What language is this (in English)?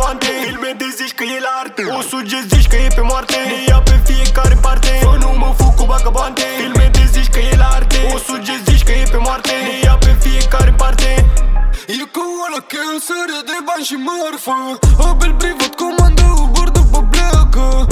Romanian